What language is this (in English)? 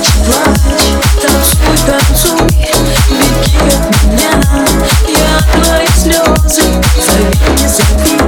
Russian